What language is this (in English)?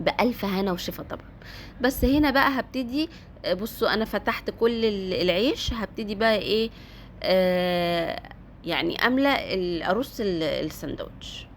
Egyptian Arabic